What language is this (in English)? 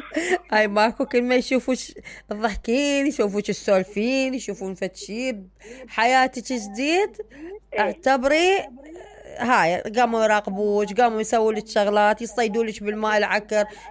Mesopotamian Arabic